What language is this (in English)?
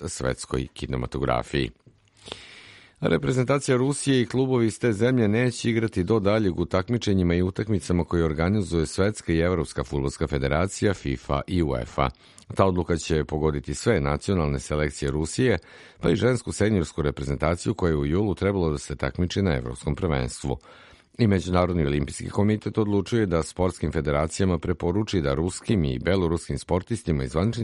Serbian